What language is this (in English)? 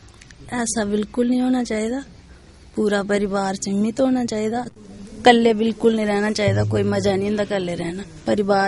Dogri